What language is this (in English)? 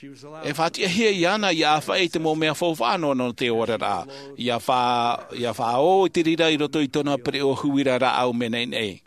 Tahitian